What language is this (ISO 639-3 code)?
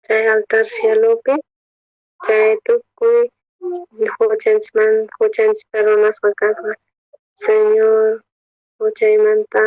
quh